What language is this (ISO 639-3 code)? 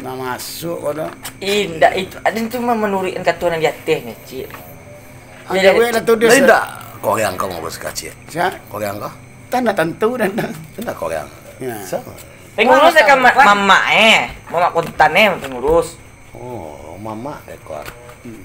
min